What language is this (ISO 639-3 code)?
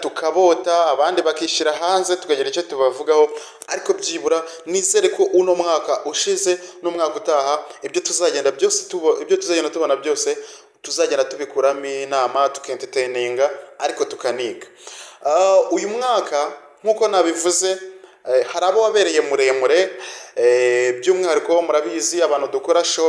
kin